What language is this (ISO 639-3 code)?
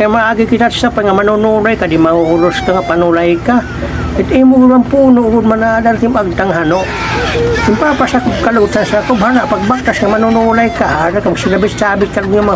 war